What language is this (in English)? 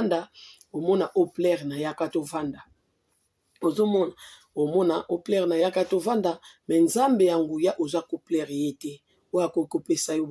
Lingala